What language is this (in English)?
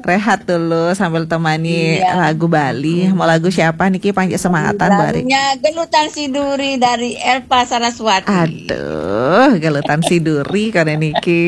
Balinese